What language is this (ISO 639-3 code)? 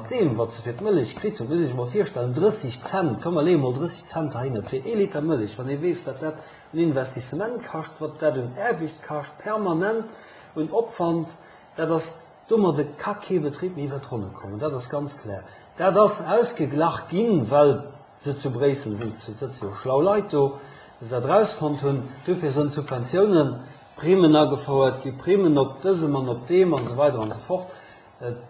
ltz